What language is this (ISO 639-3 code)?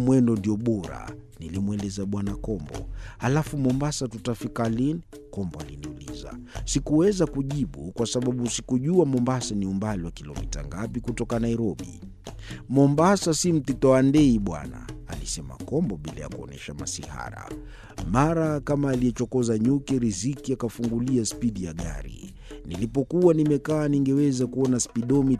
swa